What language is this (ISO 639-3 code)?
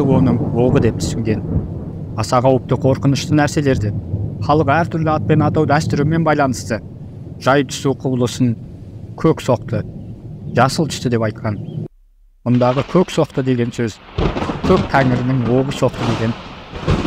kaz